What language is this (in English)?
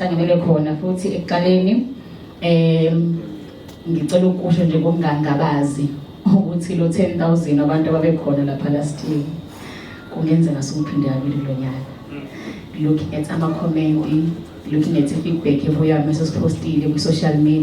Zulu